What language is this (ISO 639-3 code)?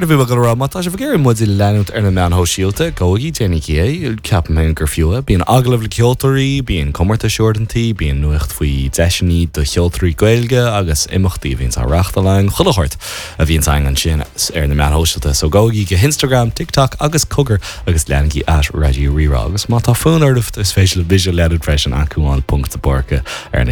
gle